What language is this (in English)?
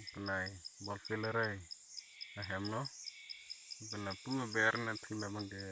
Karbi